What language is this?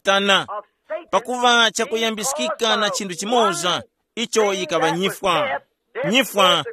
Tumbuka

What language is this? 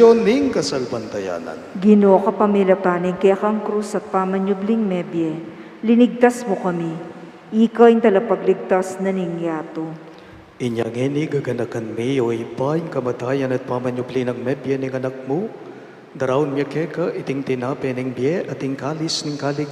Pampanga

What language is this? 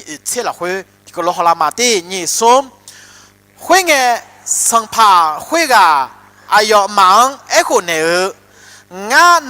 Akha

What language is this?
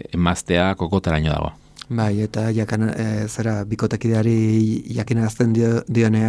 Basque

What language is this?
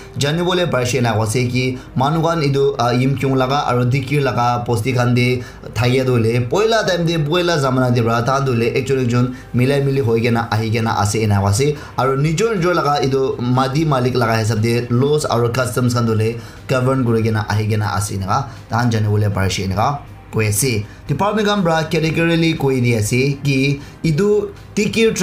Naga Pidgin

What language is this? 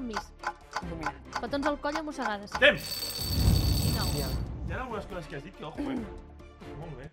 Catalan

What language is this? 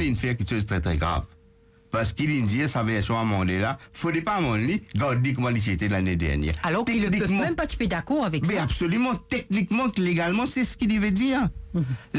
Morisyen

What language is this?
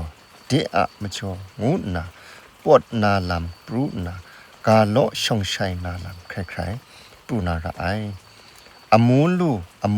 Kachin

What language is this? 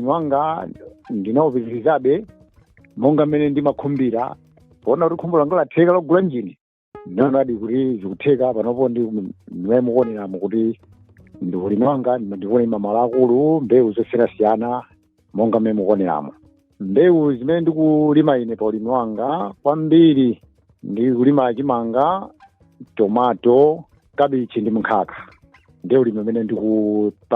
Nyanja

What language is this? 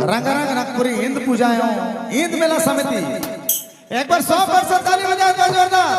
Sadri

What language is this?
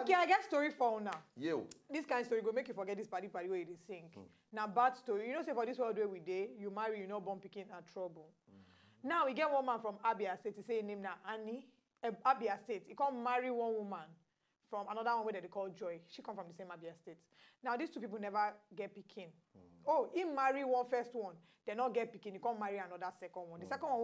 Nigerian Pidgin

